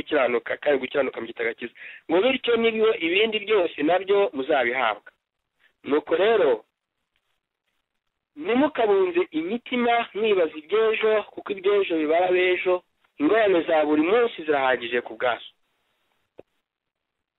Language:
Kinyarwanda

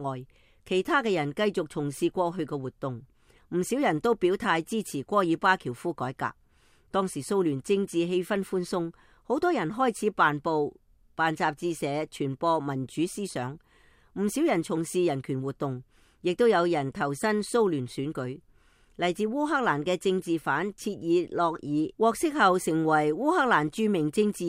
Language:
Cantonese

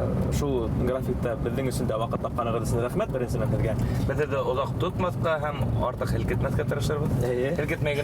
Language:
Bashkir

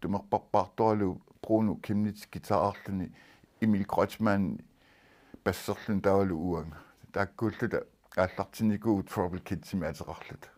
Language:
Kalaallisut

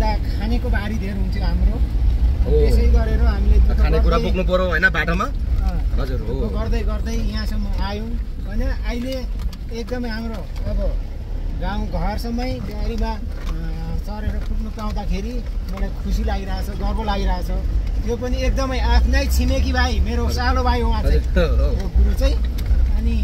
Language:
Nepali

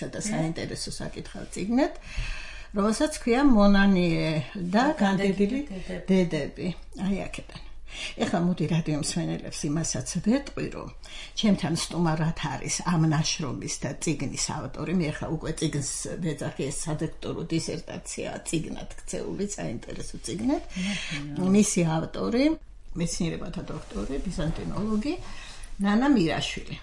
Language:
Georgian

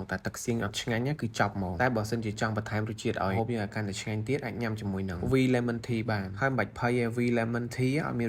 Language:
Khmer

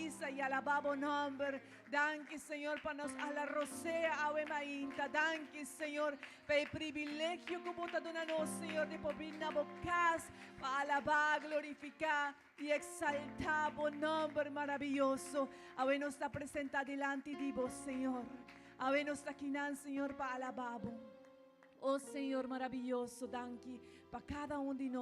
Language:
Papiamento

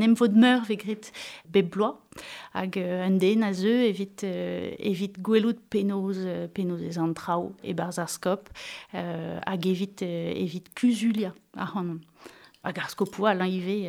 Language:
Breton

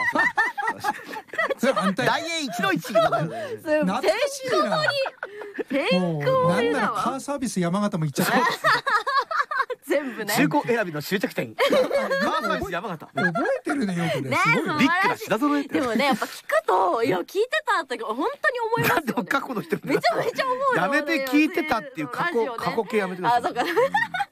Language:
Japanese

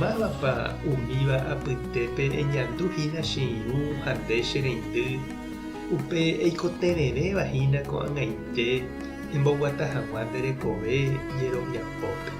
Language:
Guarani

